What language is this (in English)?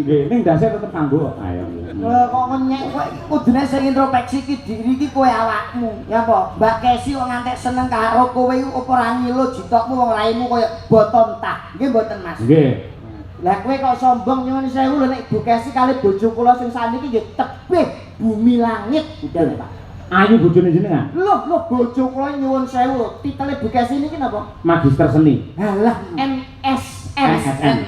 Javanese